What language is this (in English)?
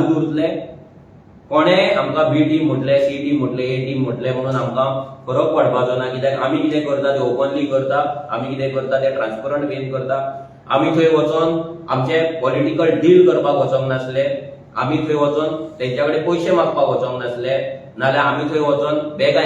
Konkani